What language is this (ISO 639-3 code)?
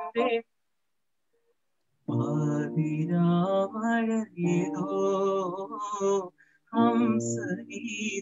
mal